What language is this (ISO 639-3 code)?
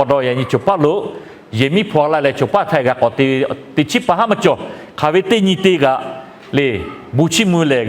lhu